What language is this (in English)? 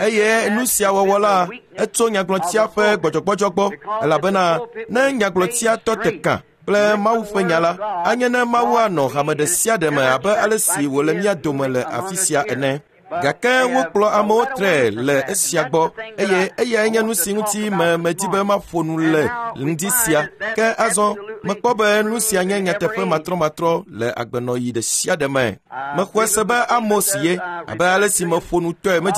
Ewe